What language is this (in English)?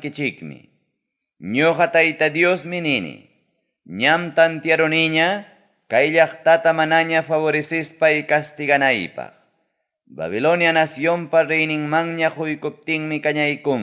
Ayacucho Quechua